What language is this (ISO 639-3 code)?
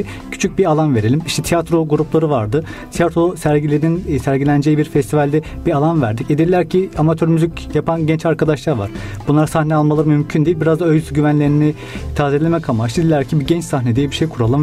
tur